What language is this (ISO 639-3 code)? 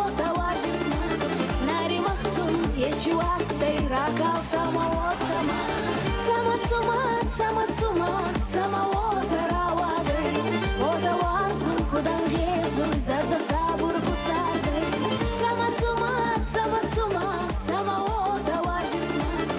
oss